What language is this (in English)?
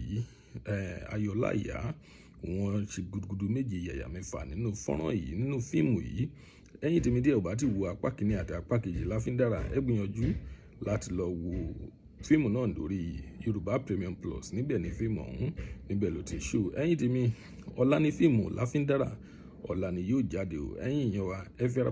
Yoruba